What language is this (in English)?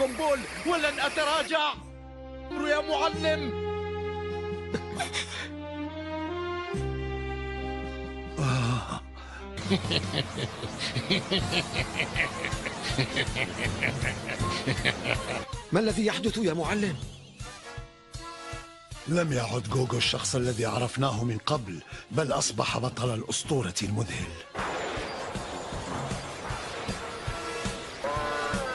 Arabic